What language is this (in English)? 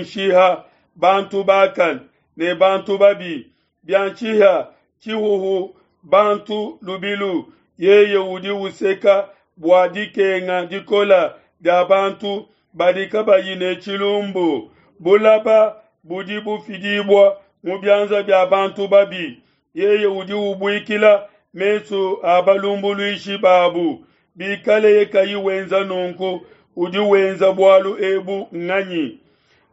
Luba-Lulua